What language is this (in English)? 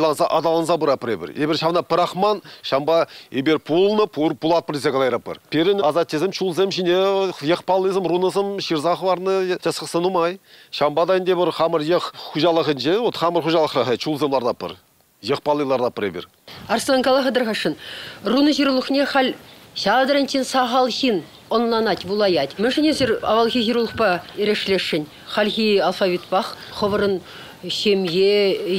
Chuvash